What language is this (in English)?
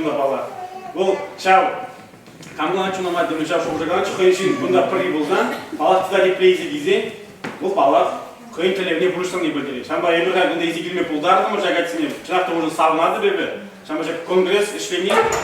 Chuvash